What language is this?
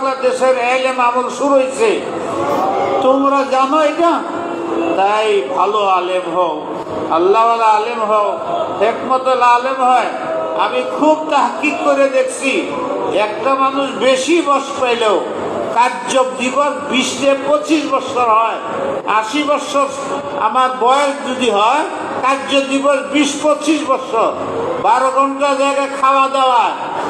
Bangla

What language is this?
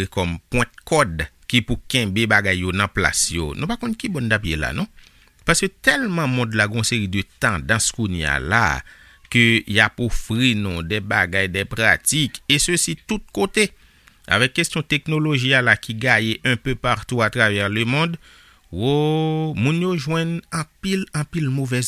Haitian Creole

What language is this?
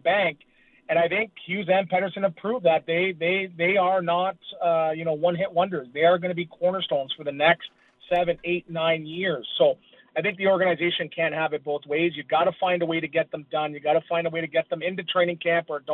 English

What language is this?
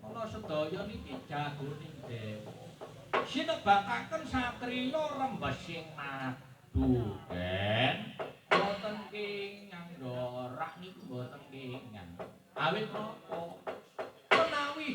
Javanese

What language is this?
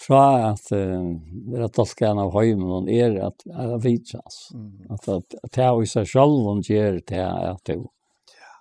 Faroese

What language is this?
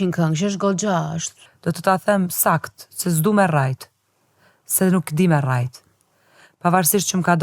Albanian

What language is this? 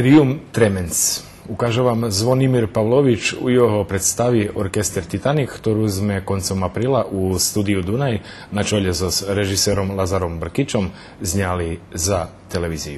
Rusyn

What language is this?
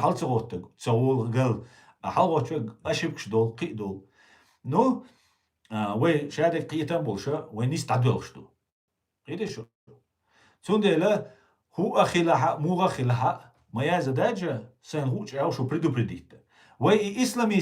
Chechen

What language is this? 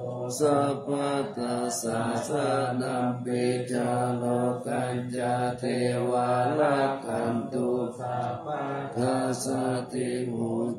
Pali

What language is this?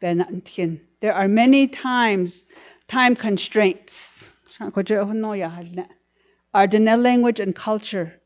Navajo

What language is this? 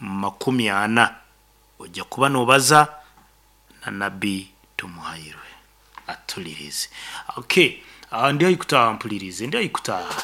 Nyankole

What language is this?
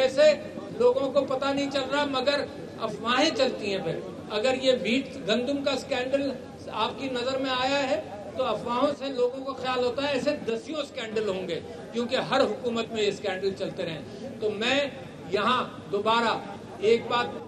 Urdu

